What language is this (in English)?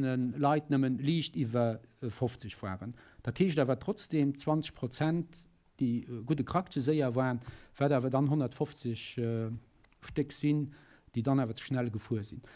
Luxembourgish